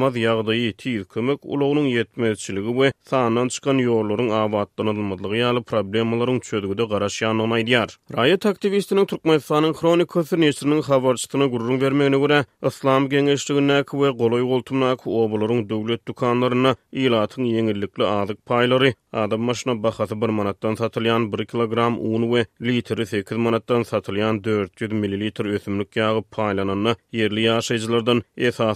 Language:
Turkmen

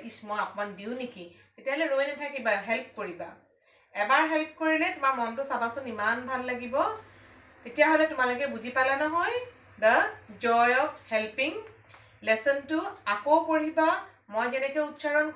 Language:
Assamese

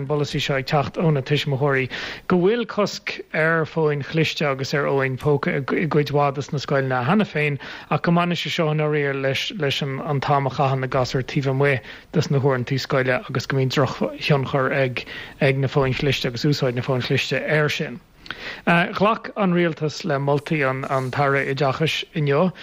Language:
Irish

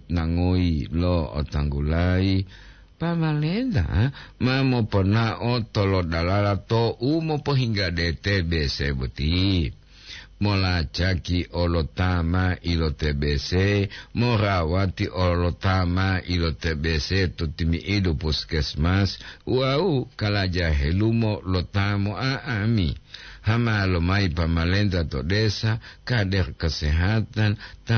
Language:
Gorontalo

